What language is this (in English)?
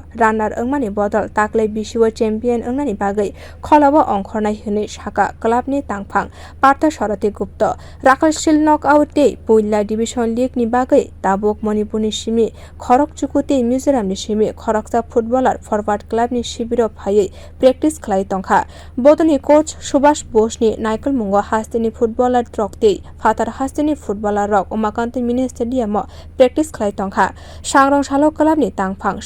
Kok Borok